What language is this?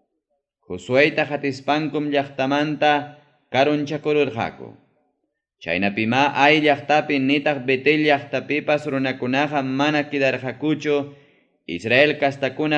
Ayacucho Quechua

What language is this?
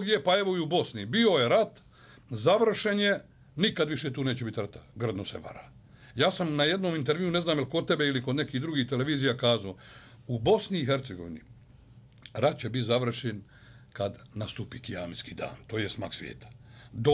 Bosnian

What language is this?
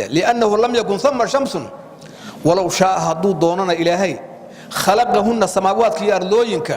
Somali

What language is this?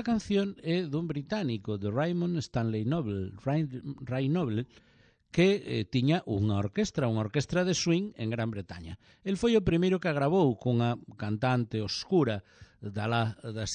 Galician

